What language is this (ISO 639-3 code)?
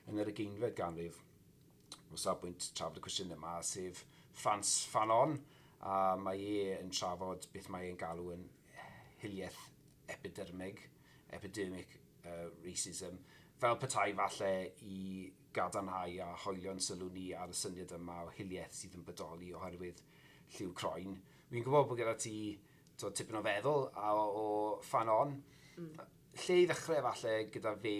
cym